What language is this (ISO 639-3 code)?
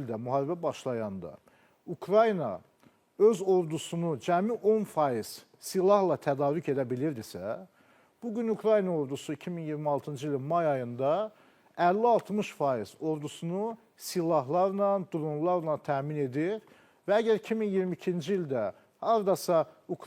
aze